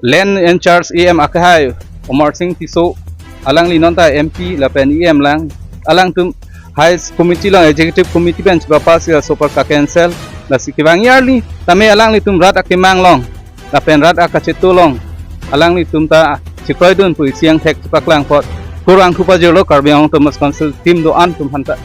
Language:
Karbi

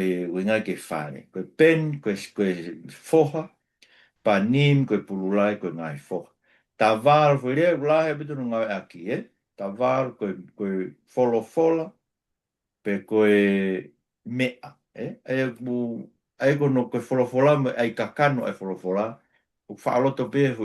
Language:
Tongan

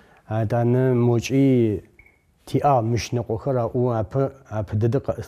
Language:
Adyghe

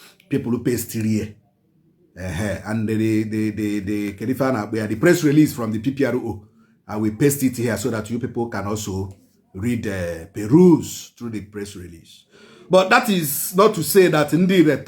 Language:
Igbo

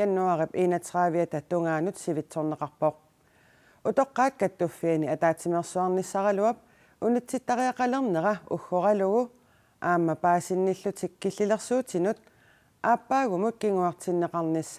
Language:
Kalaallisut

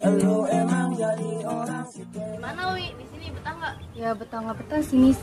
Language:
Betawi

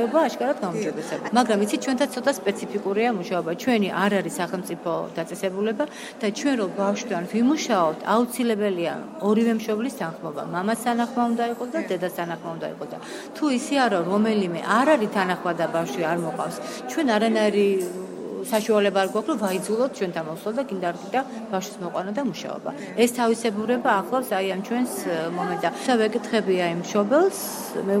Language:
Georgian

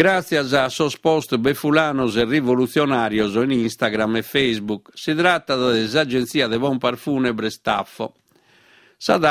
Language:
Sardinian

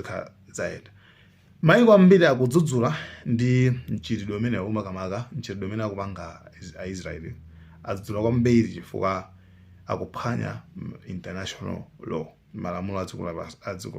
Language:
Nyanja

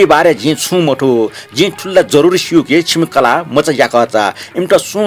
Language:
Newari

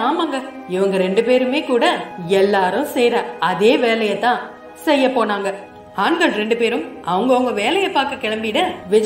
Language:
Tamil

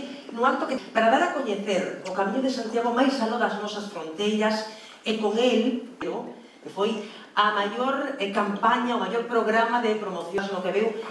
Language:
Galician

